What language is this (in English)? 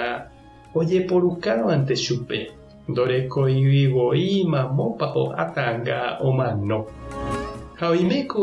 Guarani